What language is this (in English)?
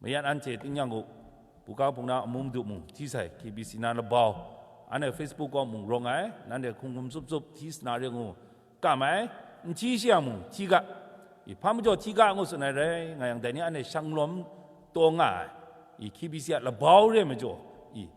Kachin